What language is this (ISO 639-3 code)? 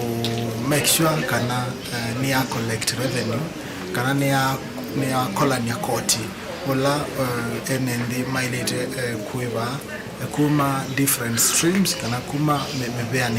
kam